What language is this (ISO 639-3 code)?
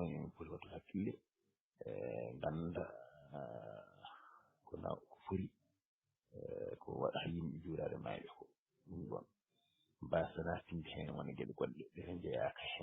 ful